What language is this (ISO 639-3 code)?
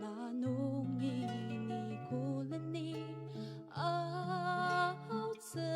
njo